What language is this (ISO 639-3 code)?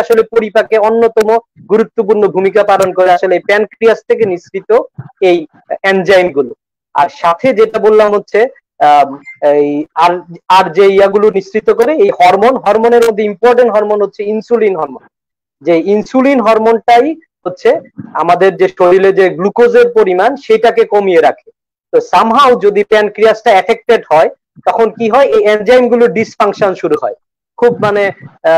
ben